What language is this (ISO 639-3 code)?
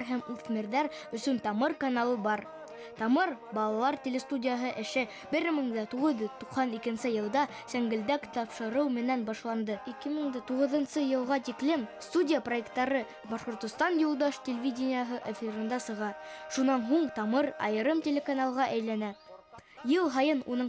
bak